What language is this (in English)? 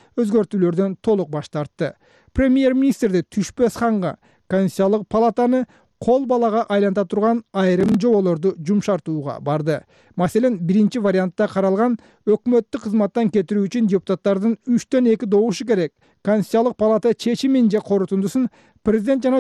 Kyrgyz